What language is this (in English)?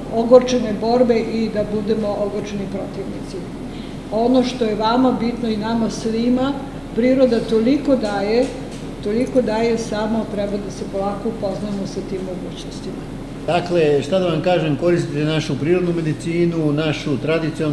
Serbian